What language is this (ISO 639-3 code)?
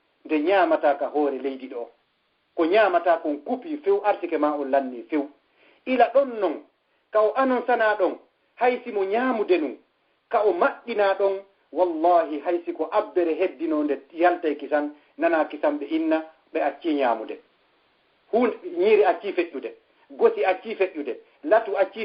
ful